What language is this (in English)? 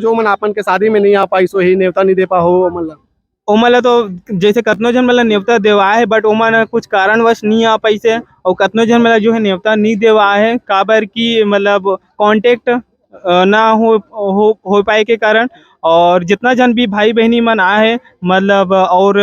Chhattisgarhi